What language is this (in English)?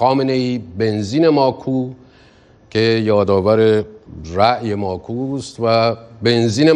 Persian